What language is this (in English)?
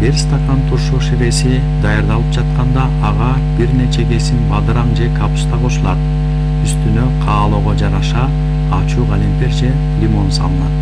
Kyrgyz